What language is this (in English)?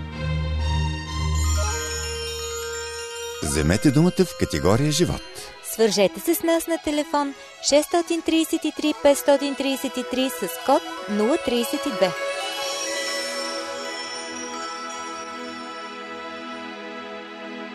Bulgarian